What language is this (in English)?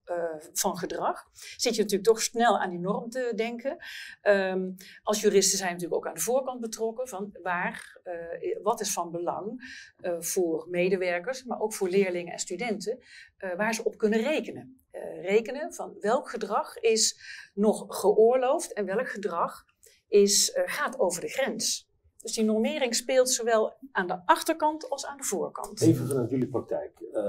Dutch